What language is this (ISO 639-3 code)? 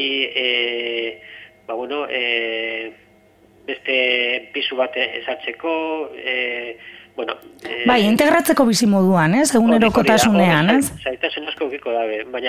eus